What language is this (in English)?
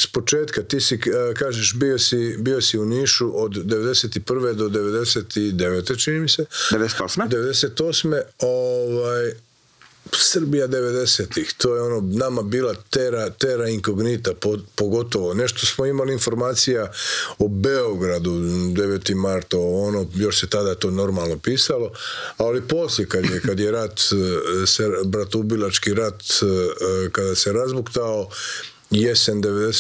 Croatian